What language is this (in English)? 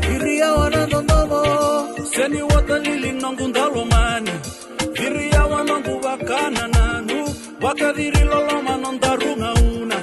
Fijian